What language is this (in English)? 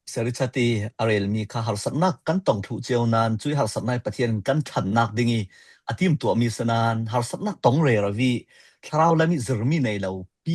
Falam Chin